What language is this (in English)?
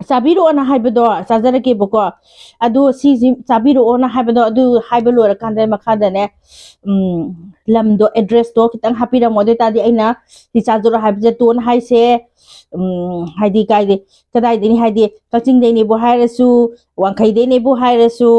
Manipuri